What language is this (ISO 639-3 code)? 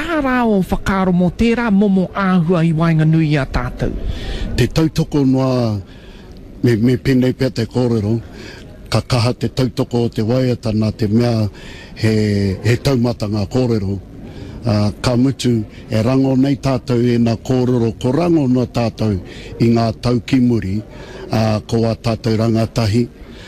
mri